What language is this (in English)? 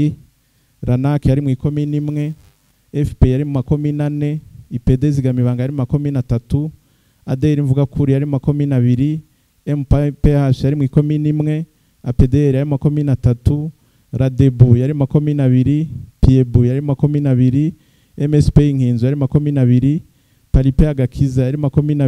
Rundi